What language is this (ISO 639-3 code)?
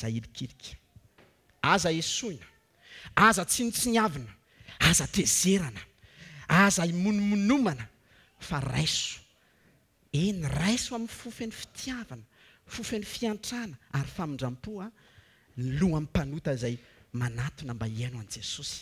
mlg